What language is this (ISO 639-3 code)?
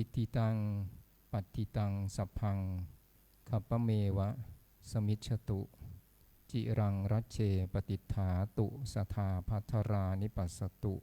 pli